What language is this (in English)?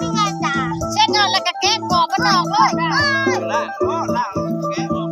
Lao